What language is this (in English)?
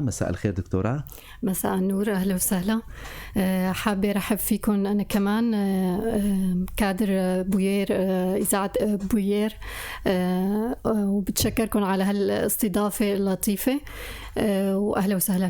North Levantine Arabic